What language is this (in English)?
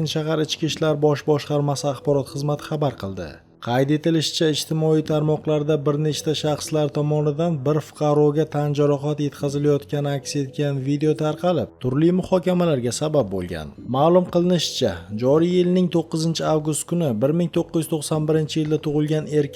Uzbek